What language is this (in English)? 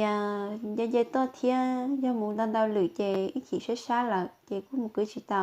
Hmong